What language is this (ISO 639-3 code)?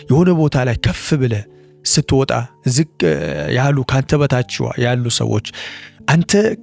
amh